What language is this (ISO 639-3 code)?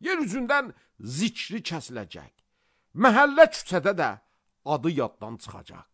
aze